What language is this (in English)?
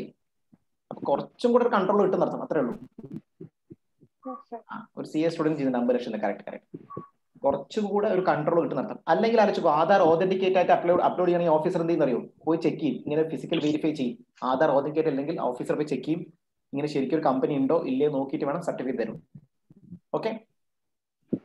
Malayalam